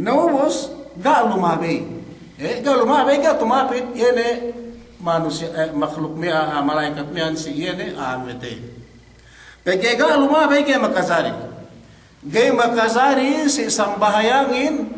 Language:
Yakan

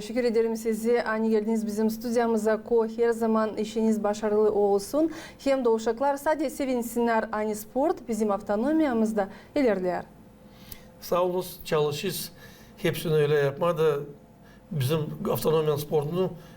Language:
Gagauz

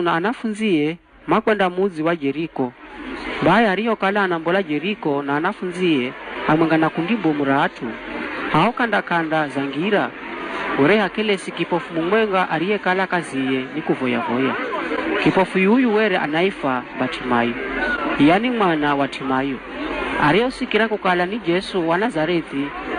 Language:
Giryama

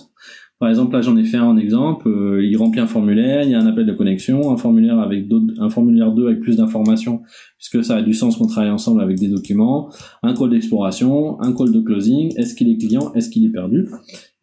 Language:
French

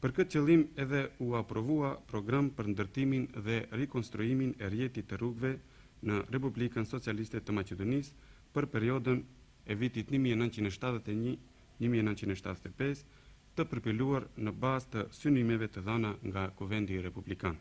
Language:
Albanian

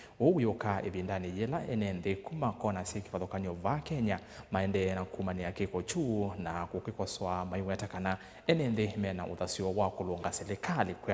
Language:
Kamba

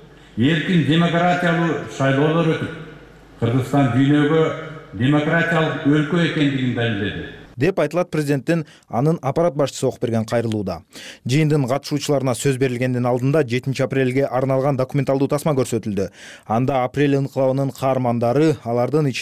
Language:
Kyrgyz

